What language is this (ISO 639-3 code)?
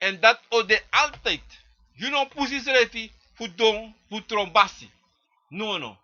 srn